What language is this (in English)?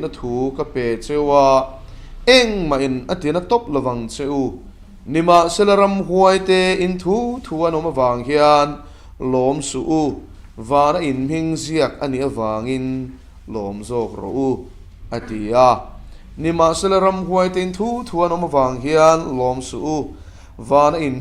Mizo